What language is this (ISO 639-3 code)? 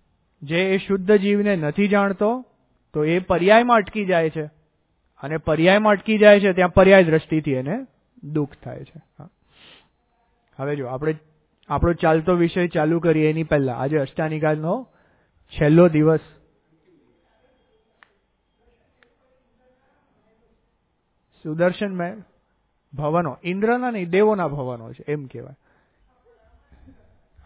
guj